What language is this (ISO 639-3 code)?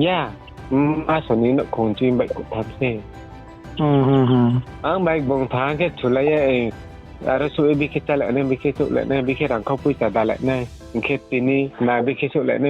ria